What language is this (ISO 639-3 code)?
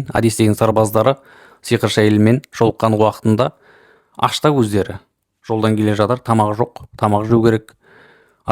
kaz